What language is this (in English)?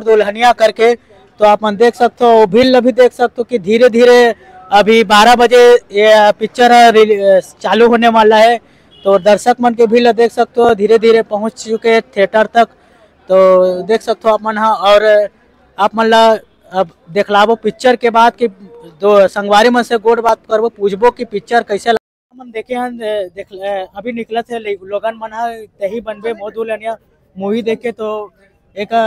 Chhattisgarhi